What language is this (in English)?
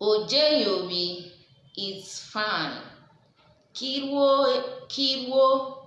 Urhobo